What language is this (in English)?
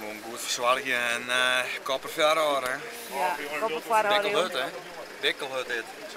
Western Frisian